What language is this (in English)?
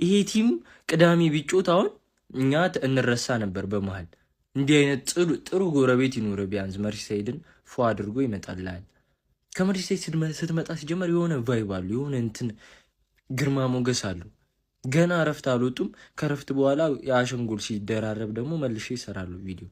Amharic